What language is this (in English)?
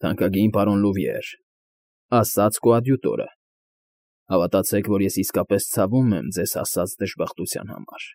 Armenian